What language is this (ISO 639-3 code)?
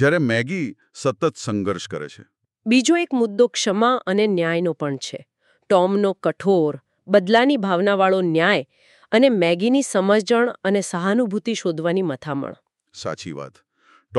guj